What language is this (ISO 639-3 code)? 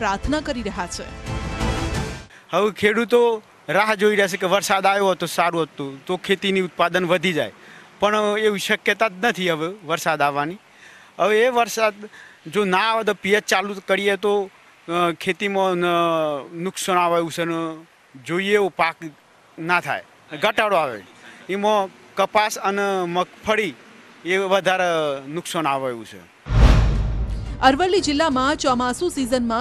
guj